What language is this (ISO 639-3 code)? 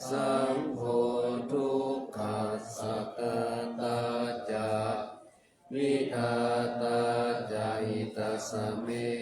pli